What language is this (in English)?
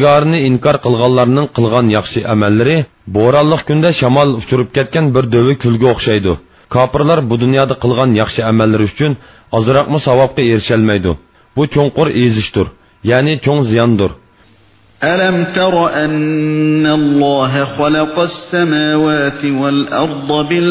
Uyghur